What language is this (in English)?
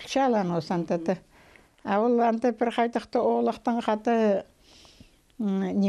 Khakas